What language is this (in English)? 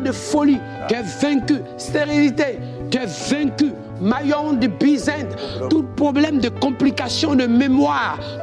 French